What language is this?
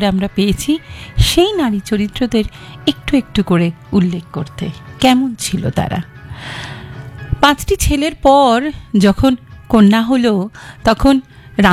Bangla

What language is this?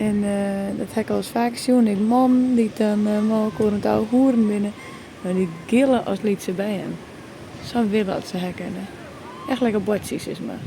Western Frisian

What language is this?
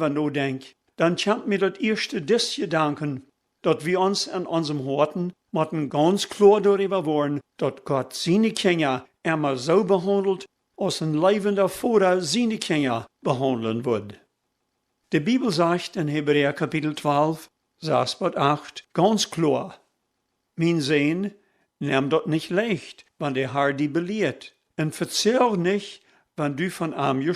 Plautdietsch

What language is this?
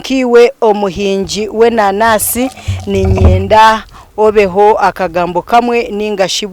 Nyankole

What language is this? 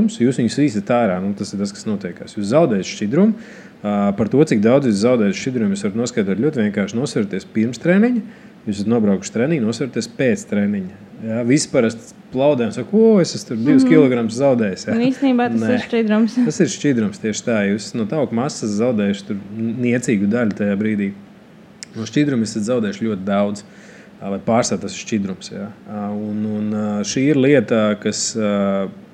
Latvian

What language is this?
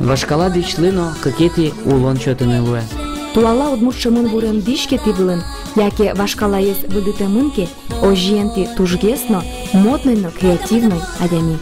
Udmurt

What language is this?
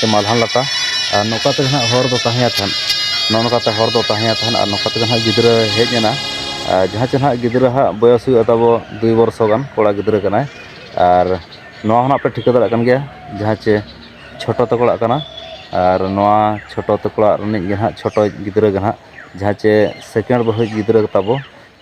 Santali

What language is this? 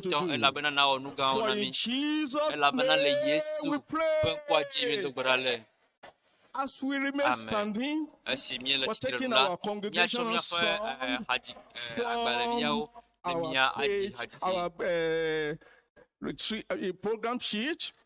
Ewe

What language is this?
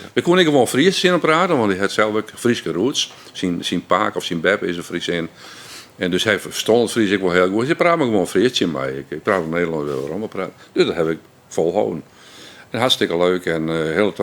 Western Frisian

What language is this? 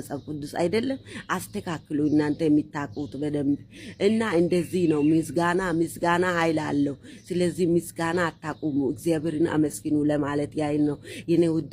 Amharic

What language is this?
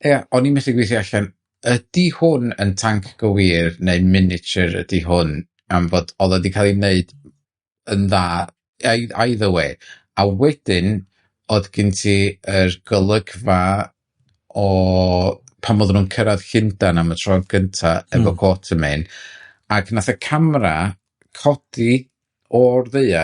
Welsh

